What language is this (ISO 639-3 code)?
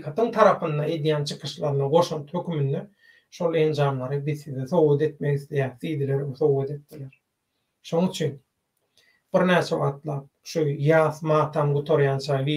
tuk